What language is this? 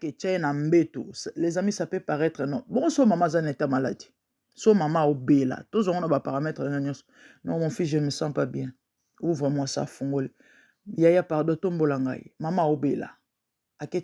Lingala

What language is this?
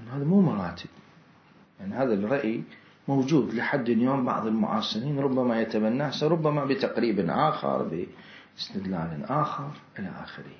Mesopotamian Arabic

